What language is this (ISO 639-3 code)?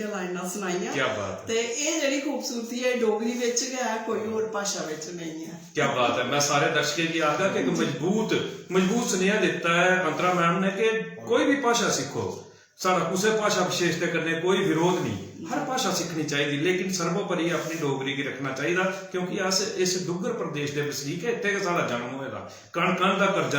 doi